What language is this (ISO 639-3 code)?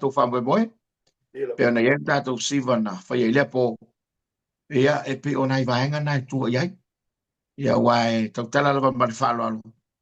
smo